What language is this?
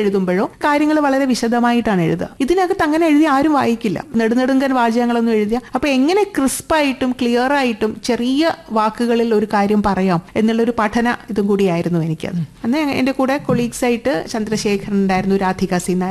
Malayalam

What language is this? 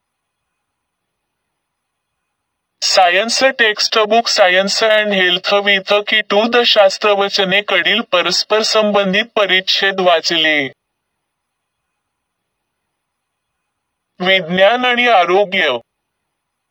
Marathi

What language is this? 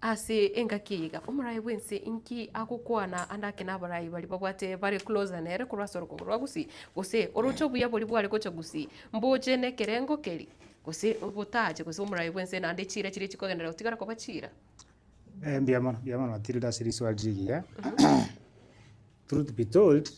Gusii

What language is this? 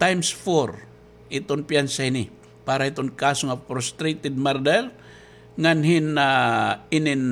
Waray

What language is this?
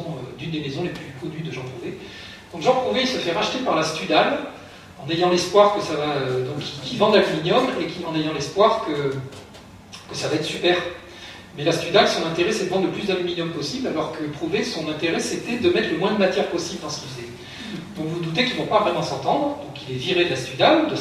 French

